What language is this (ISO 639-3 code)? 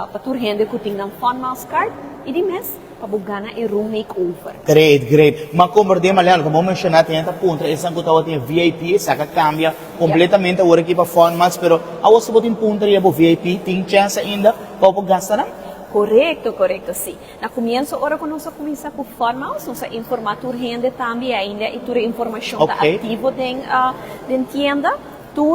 pap